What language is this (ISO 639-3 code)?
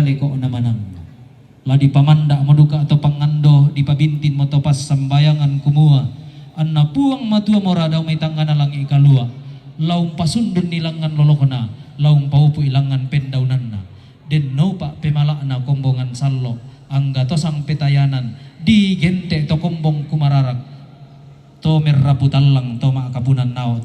sda